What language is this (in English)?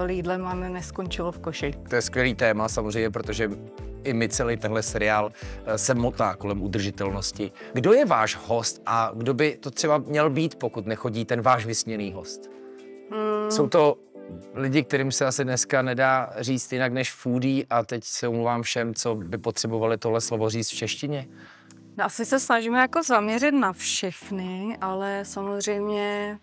Czech